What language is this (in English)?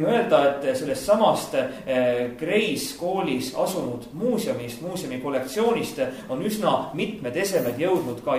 Estonian